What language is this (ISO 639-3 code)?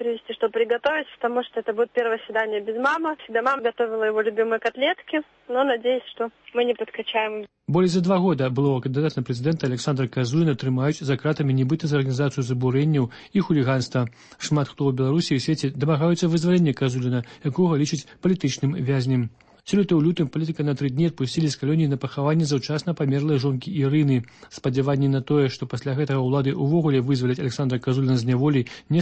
bel